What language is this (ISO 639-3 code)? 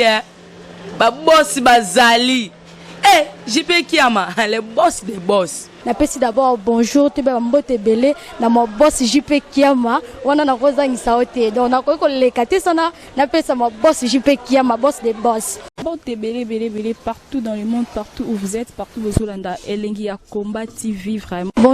lin